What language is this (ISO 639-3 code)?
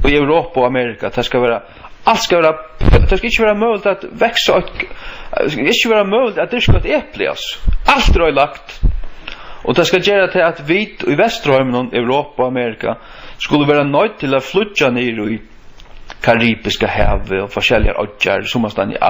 fao